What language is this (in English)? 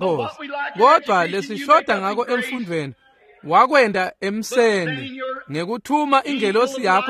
Swati